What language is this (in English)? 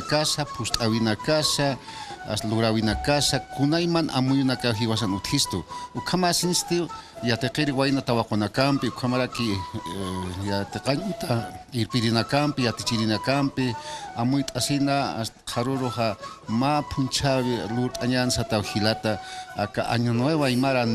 Aymara